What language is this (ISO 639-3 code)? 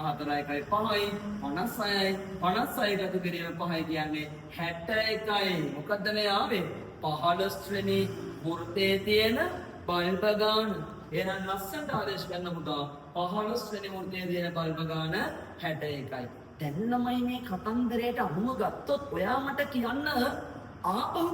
sin